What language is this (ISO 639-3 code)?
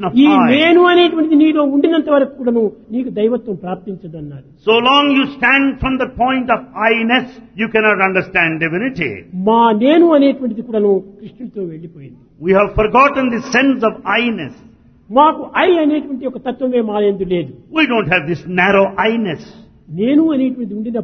tel